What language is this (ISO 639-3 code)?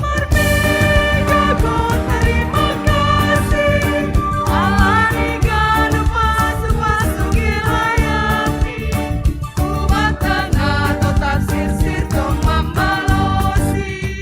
bts